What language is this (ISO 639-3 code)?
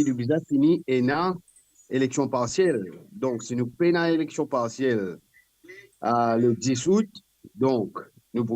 mfe